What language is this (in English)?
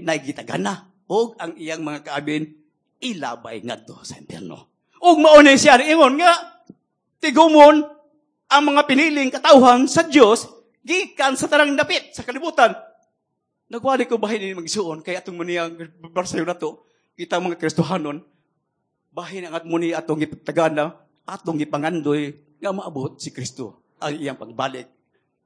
Cebuano